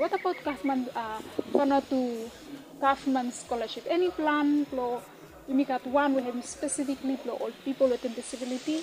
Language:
Bislama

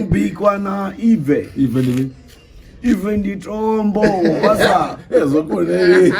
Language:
Venda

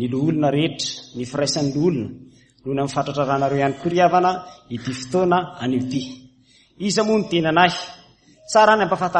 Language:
Malagasy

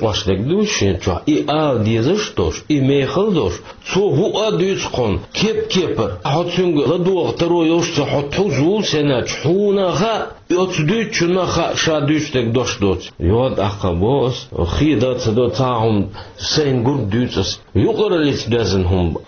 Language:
Chechen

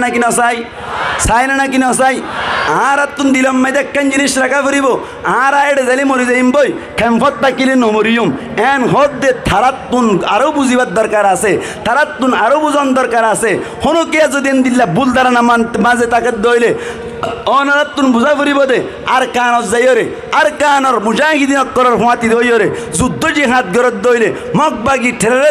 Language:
Rohingya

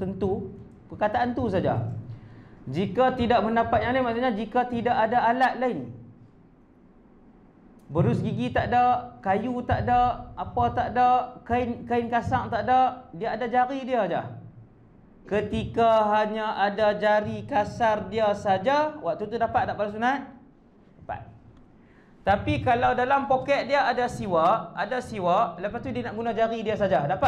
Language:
Malay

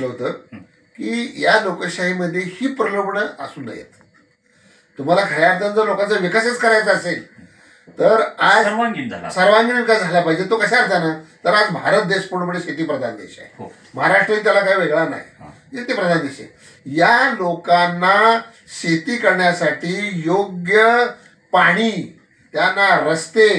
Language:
Marathi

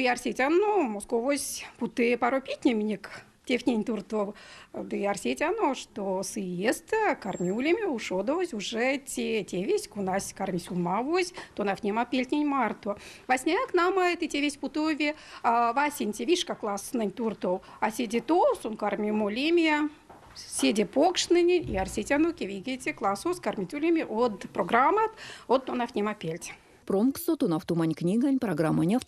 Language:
Erzya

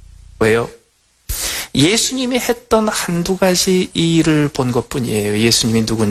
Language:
Korean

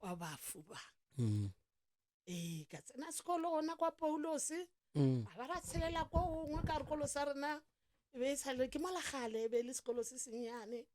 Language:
Northern Sotho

